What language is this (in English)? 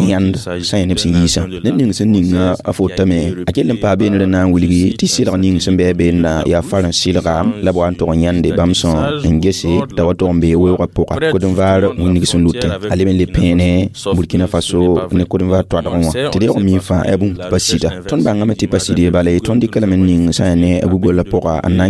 Mossi